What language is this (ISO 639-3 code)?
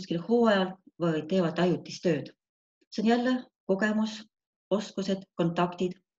est